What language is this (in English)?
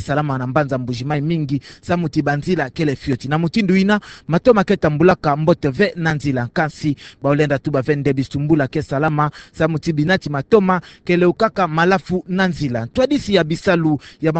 Kituba (Democratic Republic of Congo)